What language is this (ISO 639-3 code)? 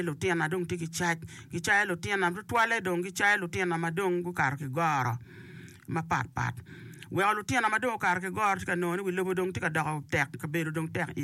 ach